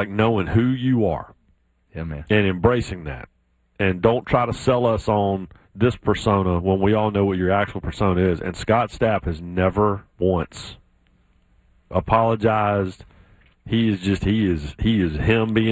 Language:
English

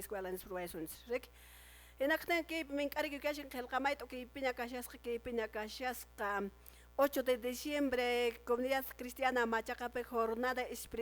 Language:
Quechua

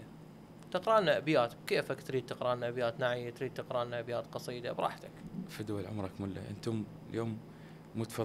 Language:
Mesopotamian Arabic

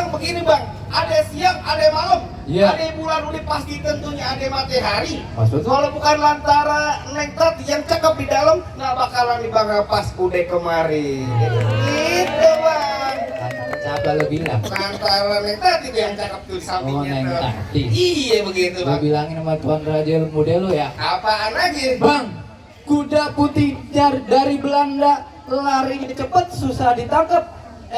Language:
Betawi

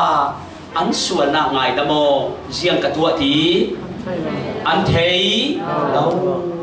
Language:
Falam Chin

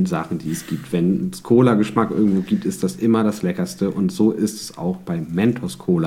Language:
German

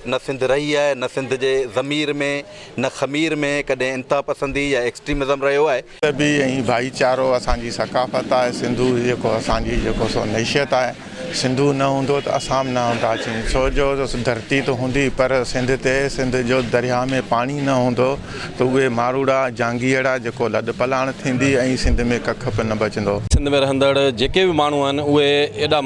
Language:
Sindhi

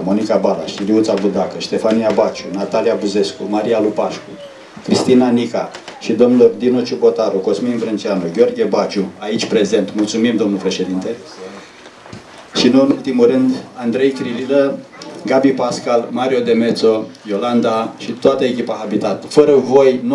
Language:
Romanian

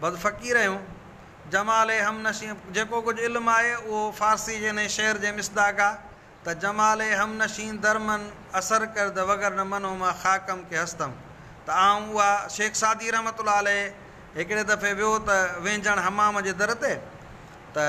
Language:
Sindhi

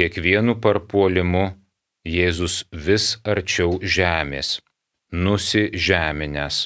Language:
Lithuanian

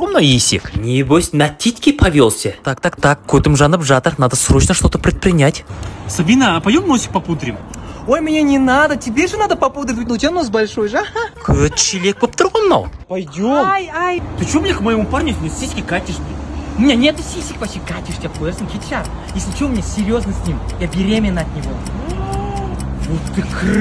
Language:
Russian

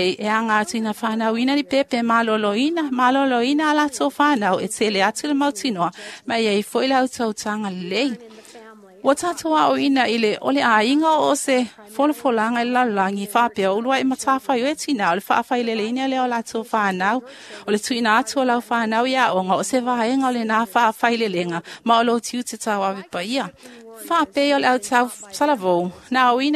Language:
Samoan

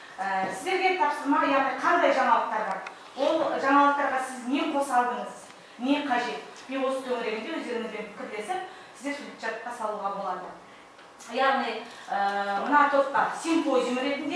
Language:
Kazakh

